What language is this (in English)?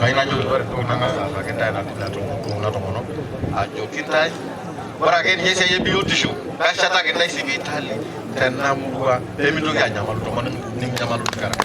Masai